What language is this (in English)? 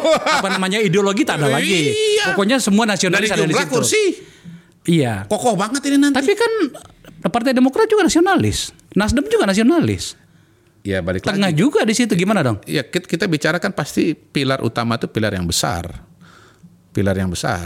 Indonesian